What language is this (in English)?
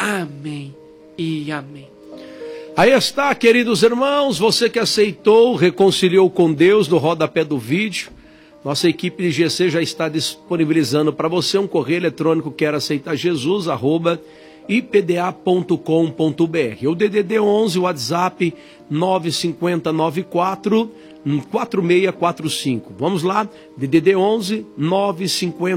Portuguese